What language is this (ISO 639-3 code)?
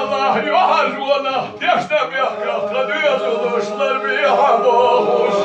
che